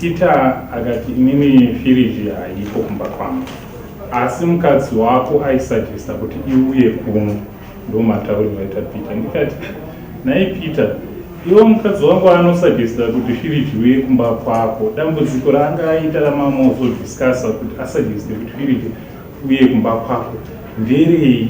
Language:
Shona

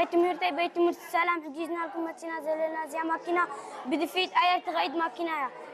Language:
Tigrinya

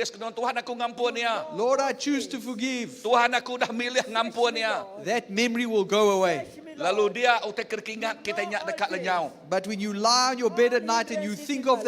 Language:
Iban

